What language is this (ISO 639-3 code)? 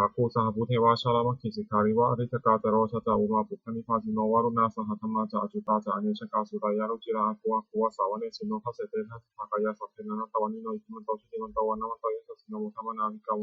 pli